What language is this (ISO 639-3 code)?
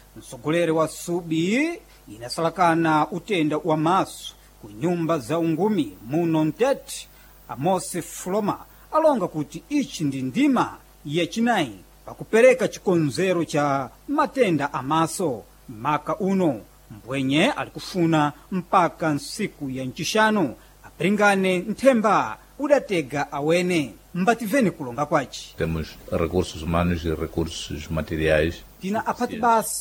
seh